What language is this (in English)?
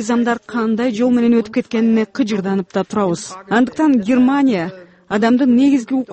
Kyrgyz